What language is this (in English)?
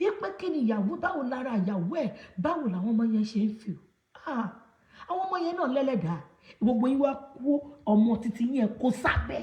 Yoruba